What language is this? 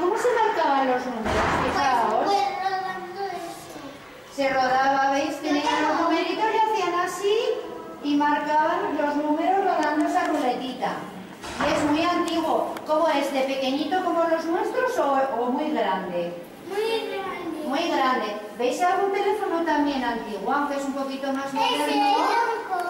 Spanish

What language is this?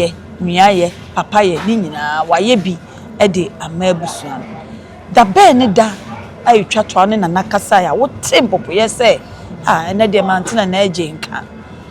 Akan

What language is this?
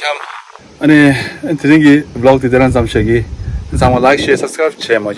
Tibetan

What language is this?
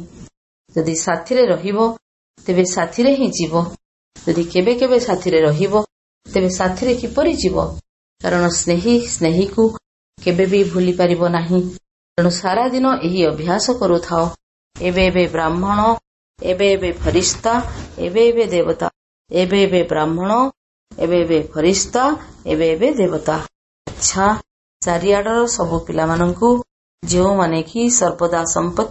Odia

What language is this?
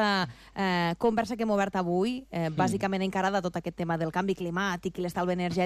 Catalan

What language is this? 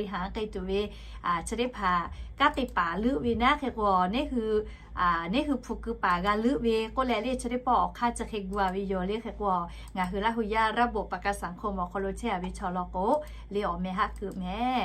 Lahu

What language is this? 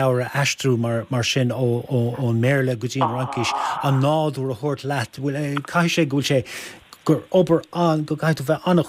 Irish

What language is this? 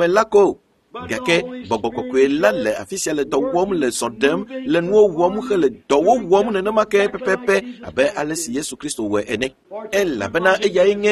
Ewe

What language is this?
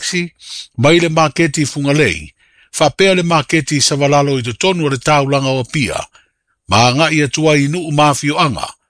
Samoan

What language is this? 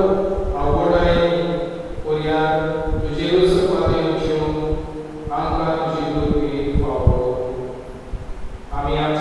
Konkani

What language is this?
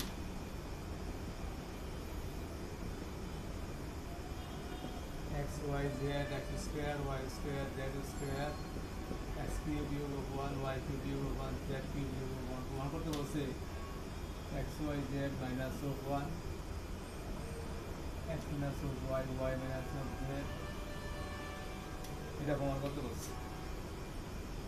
Bangla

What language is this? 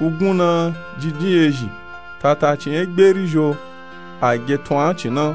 Nupe-Nupe-Tako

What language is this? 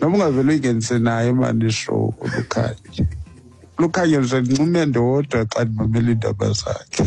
Xhosa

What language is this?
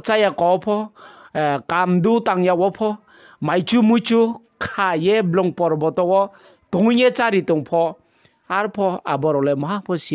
Riang (India)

